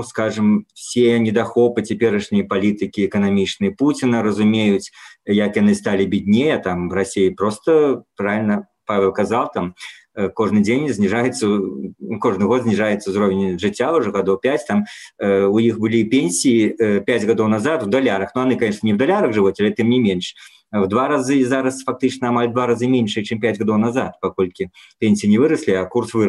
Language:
Belarusian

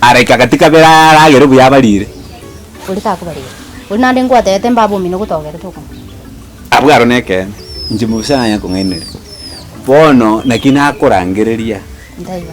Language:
Gusii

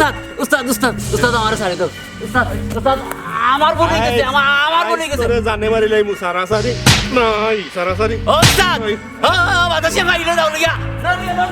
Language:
Sylheti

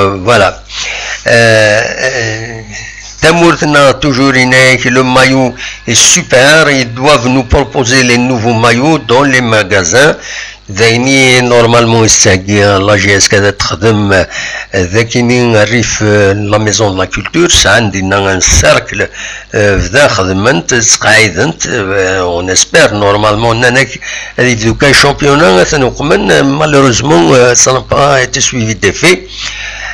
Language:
Kabyle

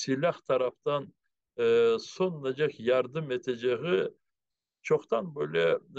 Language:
Crimean Tatar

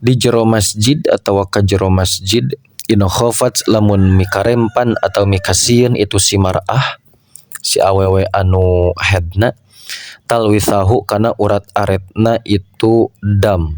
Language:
Sundanese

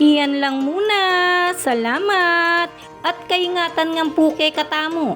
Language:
Pampanga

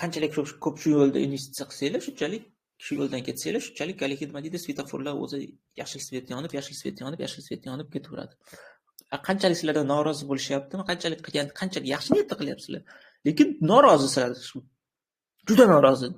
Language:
Uzbek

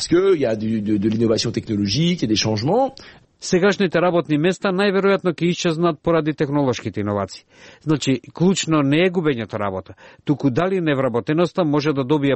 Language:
Macedonian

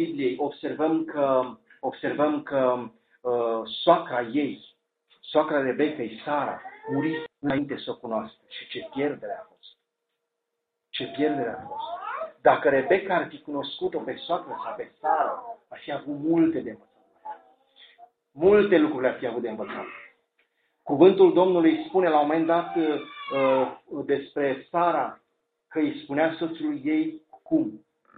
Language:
Romanian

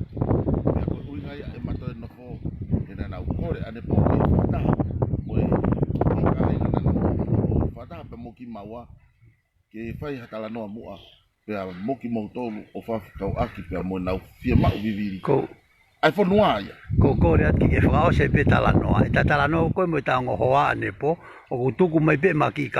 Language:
Tongan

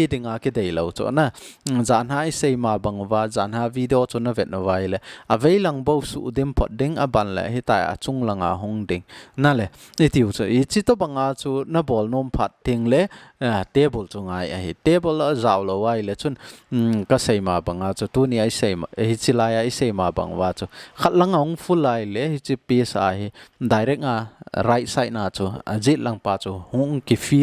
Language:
Thado Chin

